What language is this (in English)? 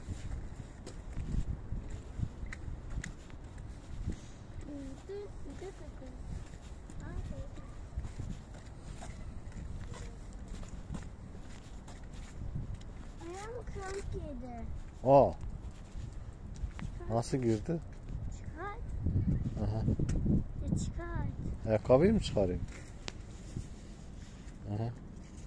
Turkish